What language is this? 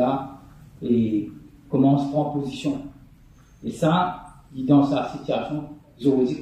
Morisyen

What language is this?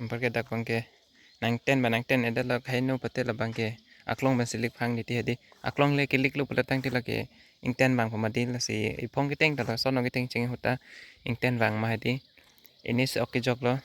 Karbi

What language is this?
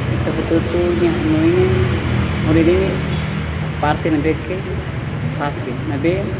Tetum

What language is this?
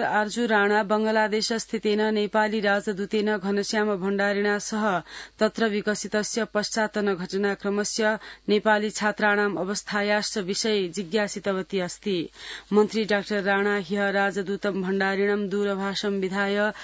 Sanskrit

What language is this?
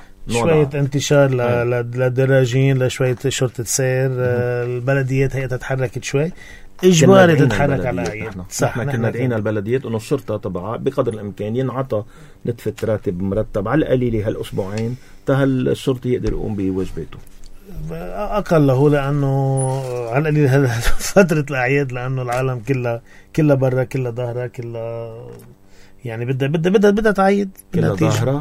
North Levantine Arabic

